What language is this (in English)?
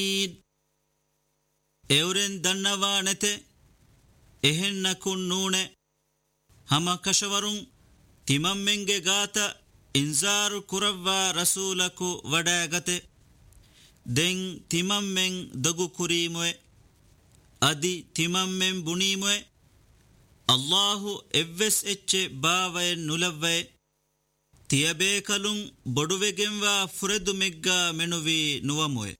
Divehi